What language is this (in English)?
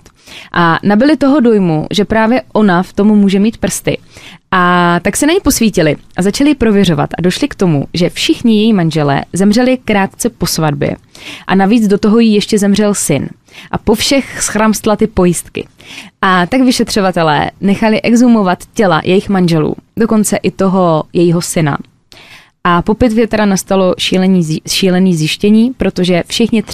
Czech